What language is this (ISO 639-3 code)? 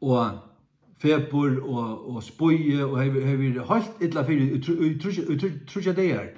fao